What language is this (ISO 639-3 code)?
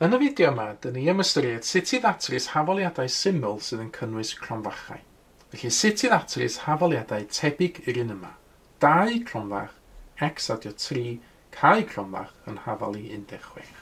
cym